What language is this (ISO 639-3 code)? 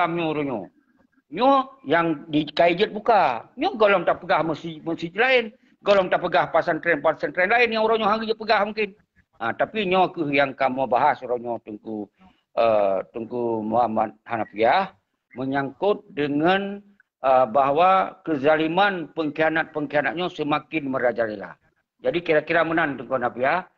ace